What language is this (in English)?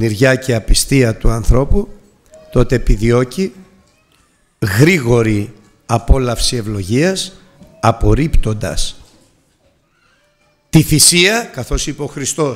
Greek